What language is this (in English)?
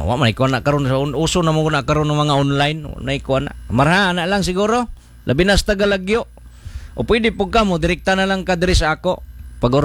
Cebuano